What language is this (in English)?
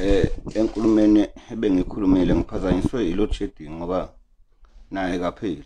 Zulu